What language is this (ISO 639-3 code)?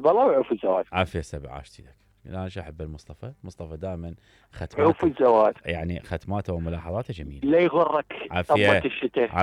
acm